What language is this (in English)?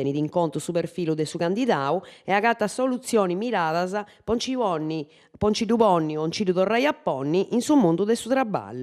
Sardinian